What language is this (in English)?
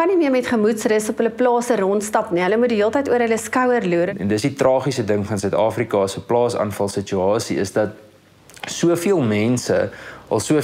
Afrikaans